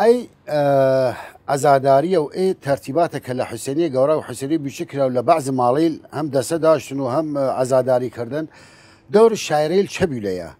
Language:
Southern Kurdish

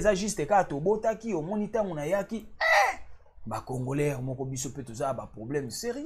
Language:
Lingala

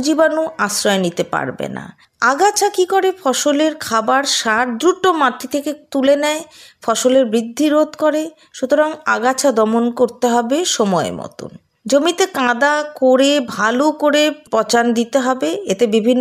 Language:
Bangla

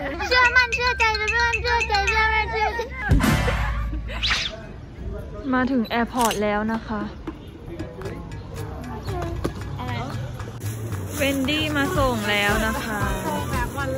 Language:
Thai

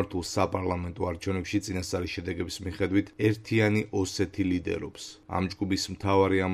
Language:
Georgian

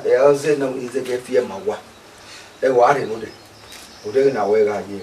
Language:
Bini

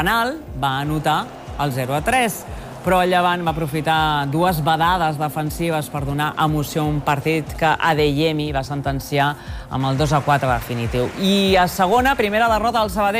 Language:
Catalan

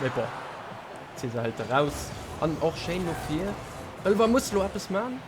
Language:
Luxembourgish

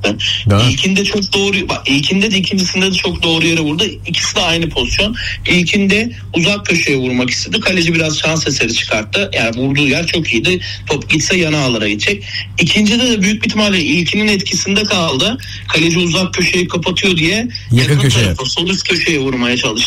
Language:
Turkish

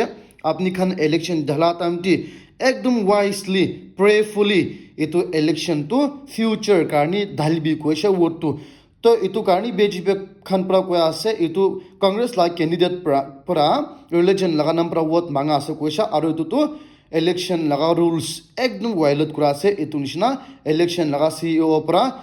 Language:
Naga Pidgin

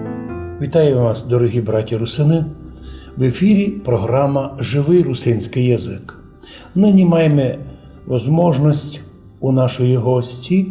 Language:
Rusyn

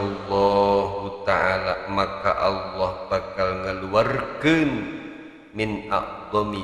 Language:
Sundanese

